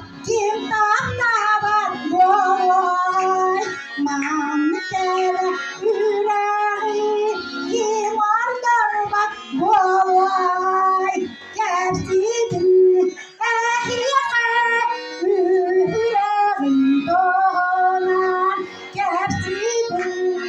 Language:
Yakut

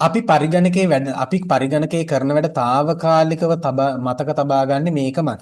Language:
Sinhala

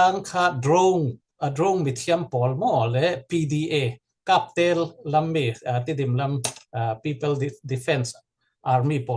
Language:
Falam Chin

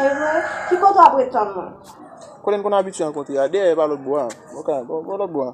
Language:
Haitian Creole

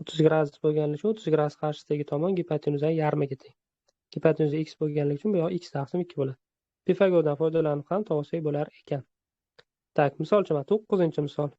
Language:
Uzbek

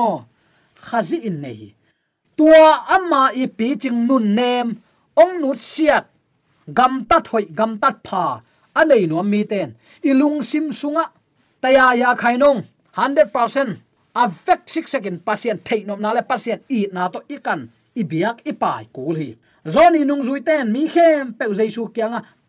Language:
Tedim Chin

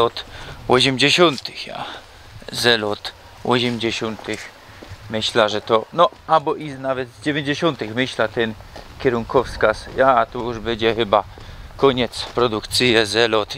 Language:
Silesian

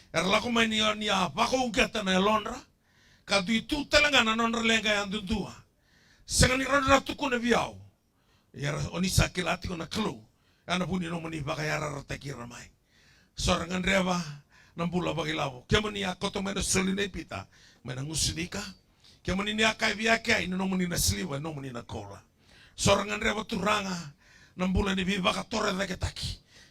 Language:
Fijian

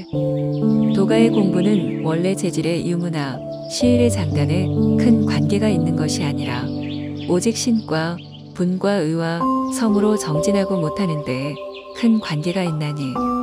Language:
Korean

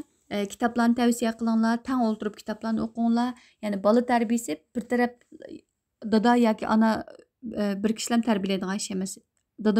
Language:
Uyghur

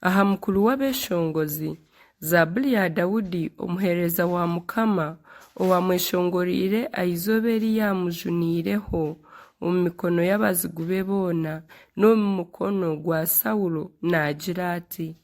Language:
Nyankole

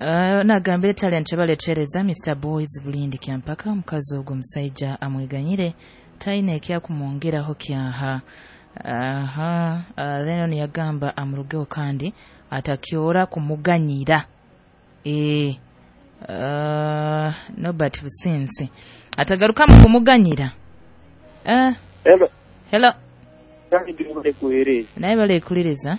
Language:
Nyoro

